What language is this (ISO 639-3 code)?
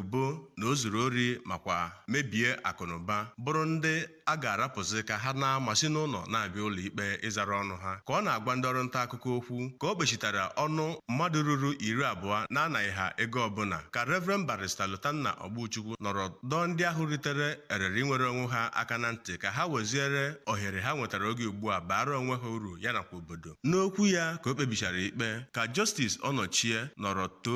ibo